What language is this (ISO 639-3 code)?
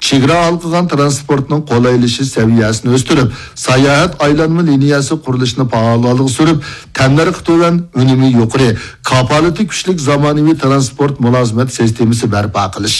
uig